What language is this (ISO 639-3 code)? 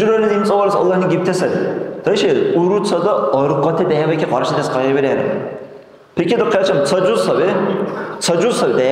dar